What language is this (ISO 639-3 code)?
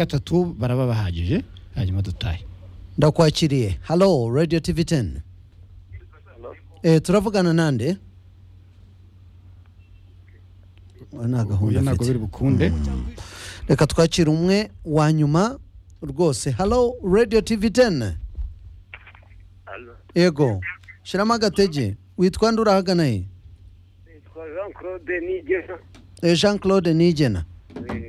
kin